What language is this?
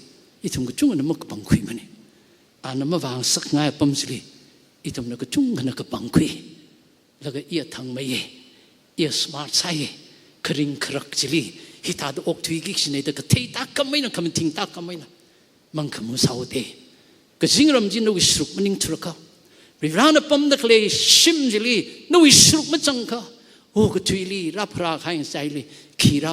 Tangkhul Naga (India)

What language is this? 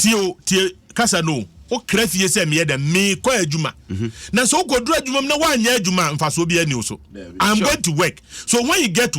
Akan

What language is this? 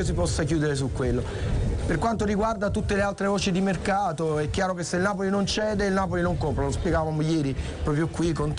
Italian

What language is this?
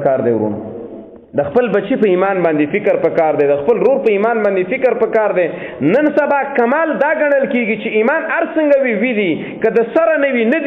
Pashto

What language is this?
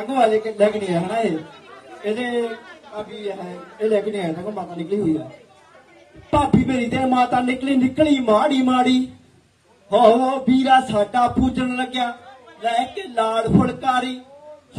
Punjabi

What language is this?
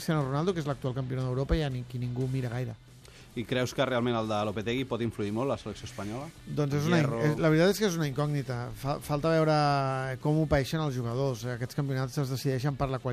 Catalan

